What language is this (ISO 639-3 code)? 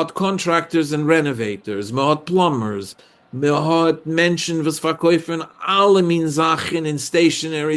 yid